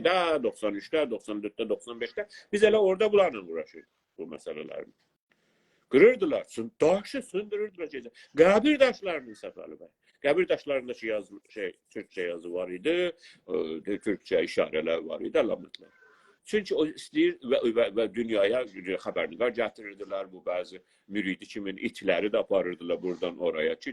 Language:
South Azerbaijani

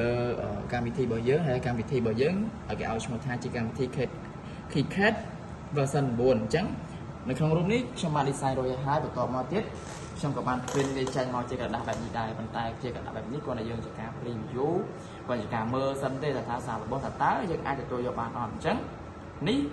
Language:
Khmer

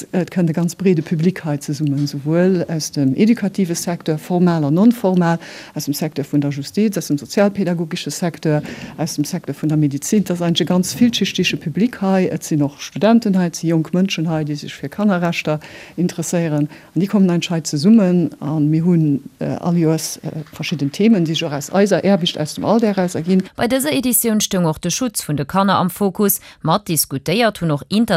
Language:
Luxembourgish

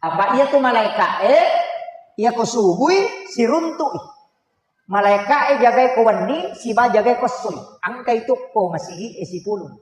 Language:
Buginese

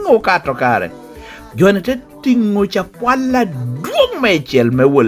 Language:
Lango (Uganda)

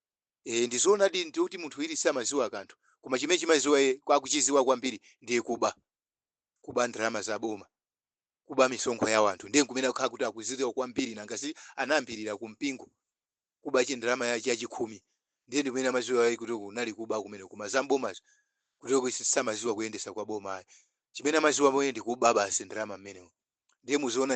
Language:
Nyanja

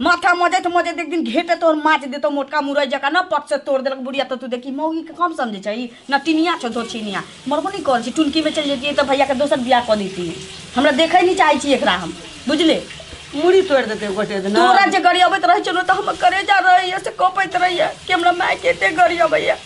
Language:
Maithili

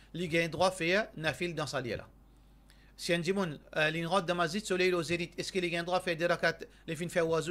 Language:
Morisyen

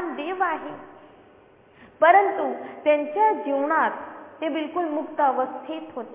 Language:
Marathi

